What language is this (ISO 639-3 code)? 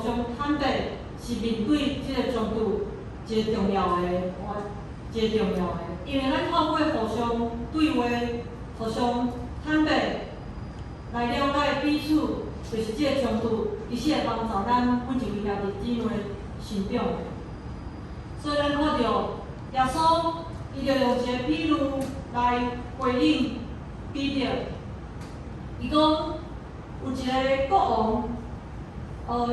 nan